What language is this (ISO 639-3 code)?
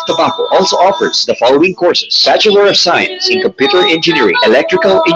bik